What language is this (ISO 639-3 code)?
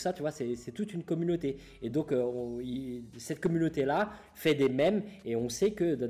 fra